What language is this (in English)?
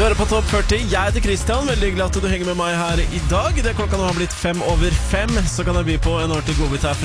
Norwegian